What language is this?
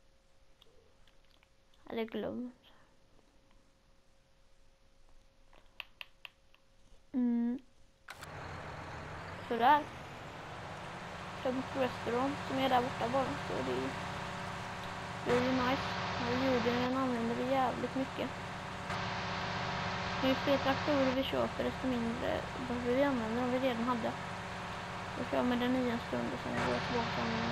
Swedish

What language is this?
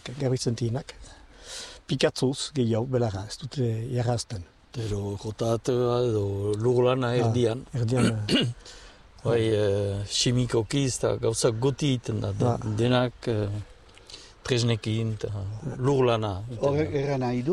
Basque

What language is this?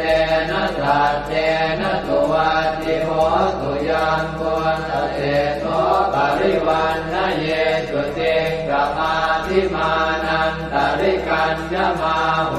Pali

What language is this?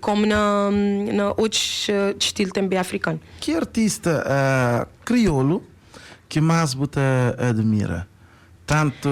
Kabuverdianu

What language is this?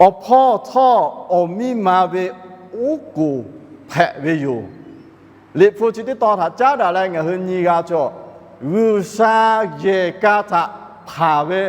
Lahu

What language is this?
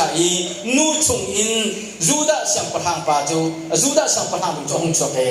Hakha Chin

